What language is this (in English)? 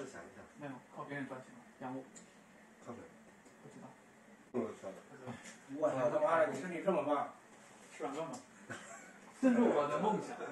Chinese